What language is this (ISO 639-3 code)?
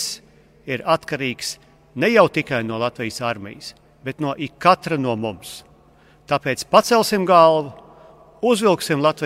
lav